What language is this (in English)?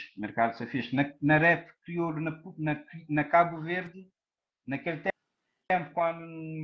Kabuverdianu